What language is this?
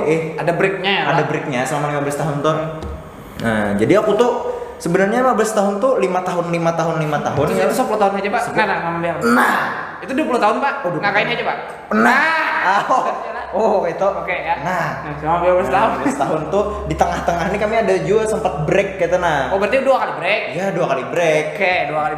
Banjar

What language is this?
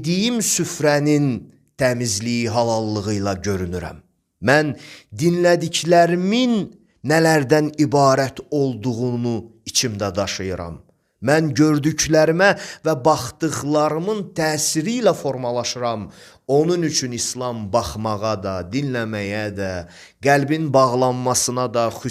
Azerbaijani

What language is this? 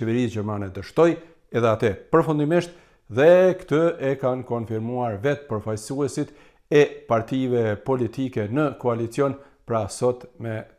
Albanian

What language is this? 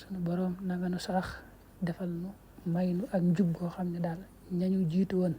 Wolof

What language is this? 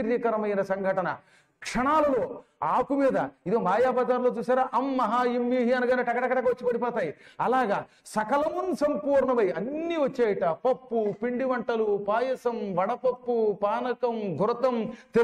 Telugu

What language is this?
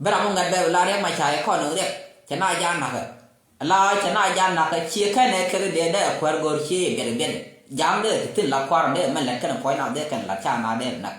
Nuer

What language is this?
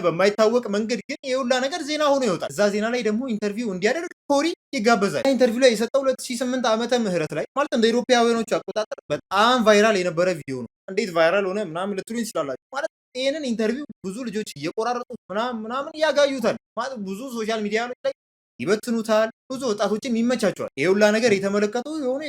Amharic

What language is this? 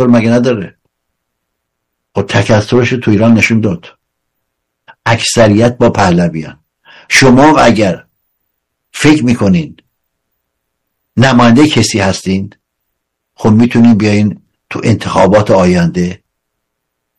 Persian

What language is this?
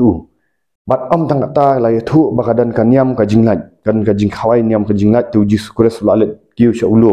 Khasi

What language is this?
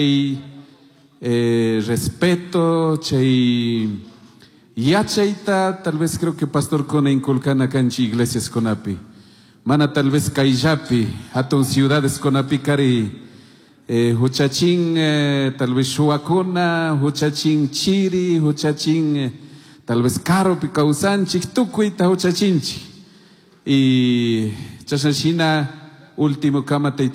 Chimborazo Highland Quichua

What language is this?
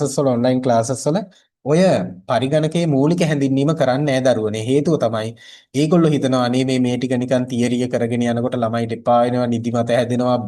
Sinhala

